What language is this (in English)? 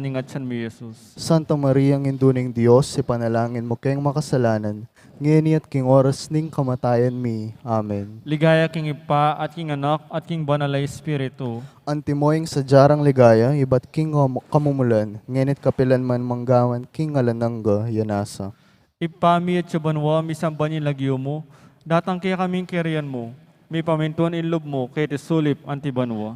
Pampanga